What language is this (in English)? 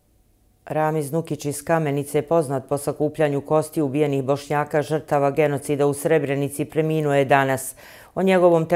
Bosnian